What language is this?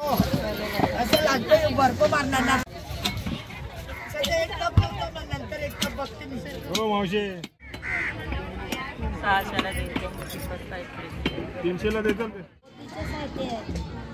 Marathi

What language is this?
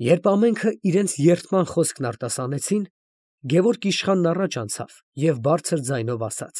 Armenian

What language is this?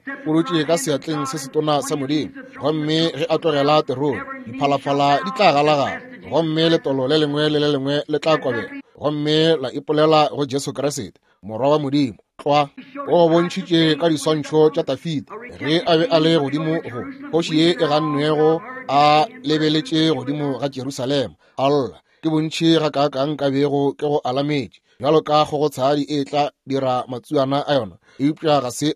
Northern Sotho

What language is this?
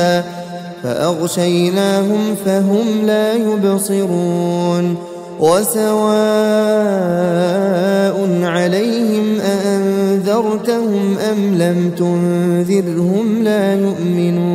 Arabic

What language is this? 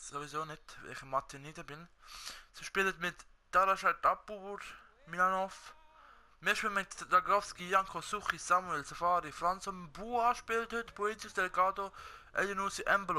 Swiss German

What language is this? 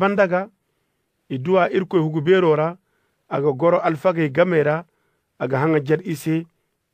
Koyraboro Senni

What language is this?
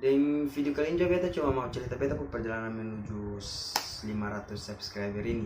Ambonese Malay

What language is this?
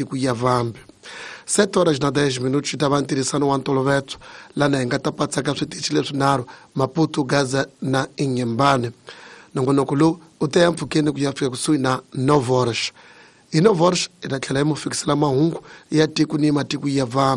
Tsonga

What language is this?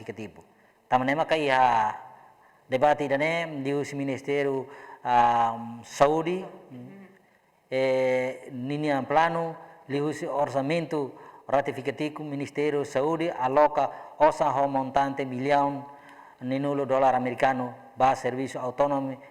Tetum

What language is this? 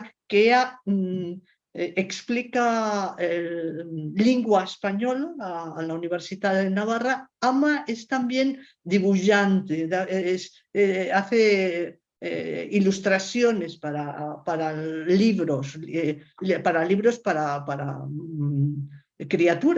Ladino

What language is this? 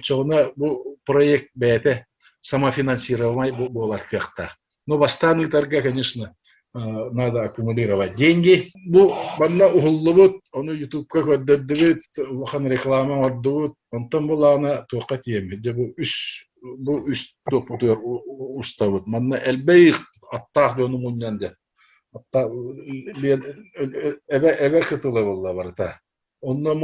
Yakut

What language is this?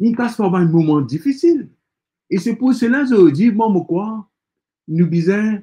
Morisyen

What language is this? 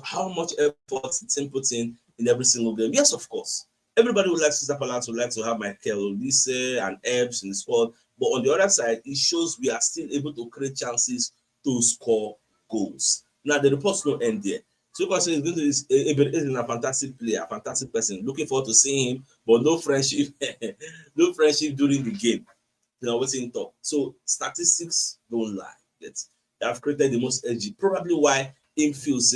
Nigerian Pidgin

